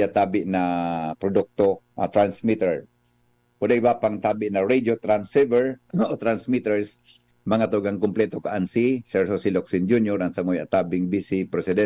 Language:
Bikol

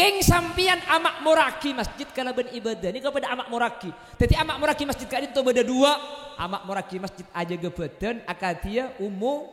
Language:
Madurese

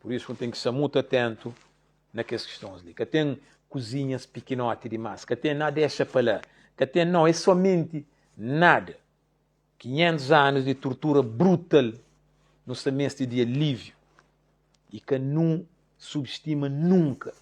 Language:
Kabuverdianu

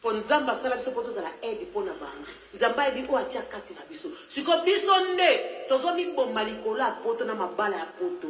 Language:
Lingala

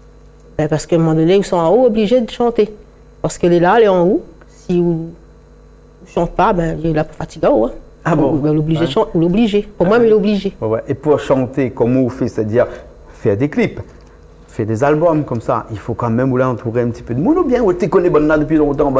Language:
Réunion Creole French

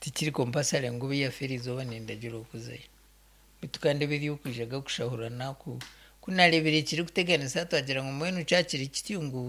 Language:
Nyankole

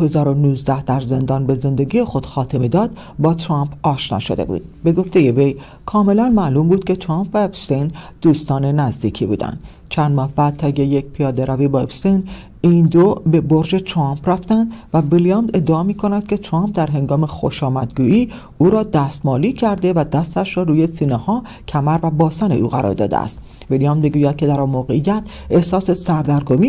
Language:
Persian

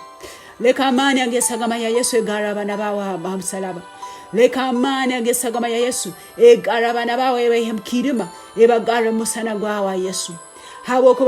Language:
Tooro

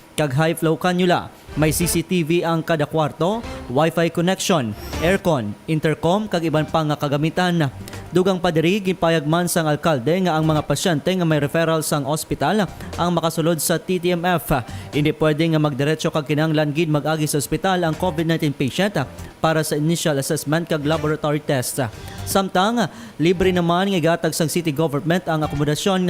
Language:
Hiligaynon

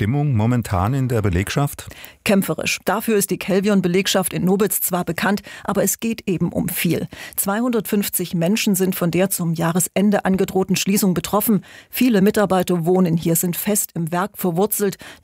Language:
German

